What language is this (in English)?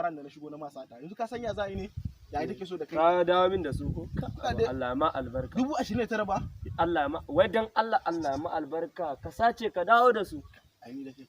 Hausa